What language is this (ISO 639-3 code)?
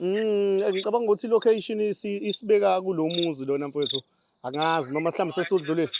zul